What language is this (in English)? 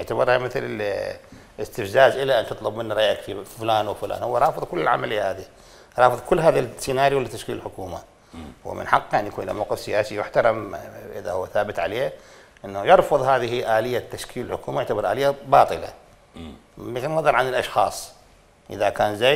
Mesopotamian Arabic